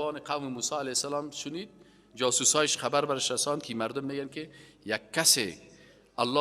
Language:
Persian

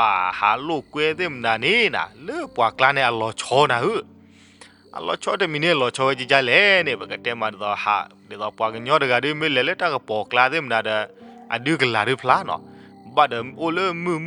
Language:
S'gaw Karen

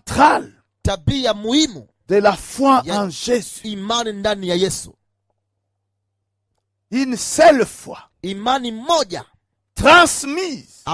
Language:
Swahili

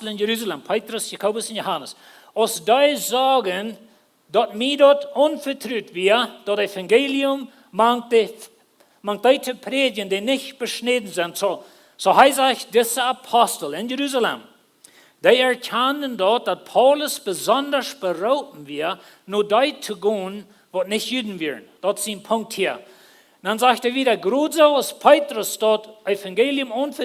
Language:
Plautdietsch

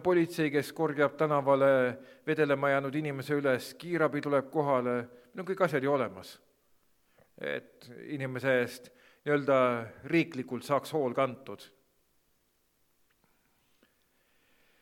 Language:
Estonian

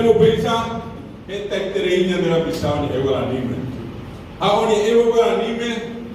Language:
Guarani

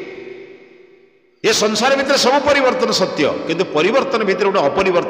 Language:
Odia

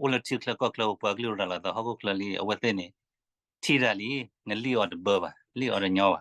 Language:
S'gaw Karen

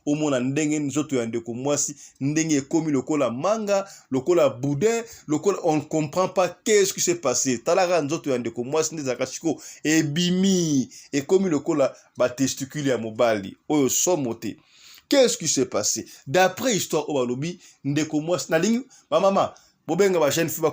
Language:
Lingala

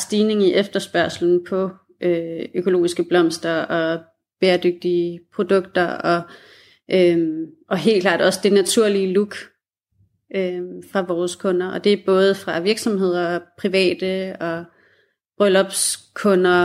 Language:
Danish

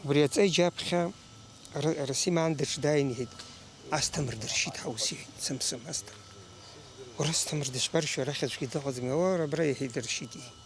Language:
Abkhazian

